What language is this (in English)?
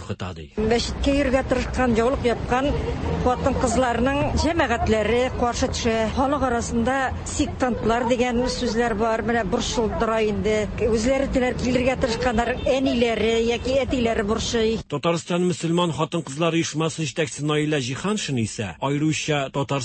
Tatar